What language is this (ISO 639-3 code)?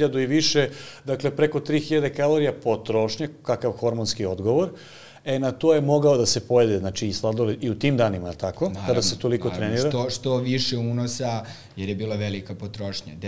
srp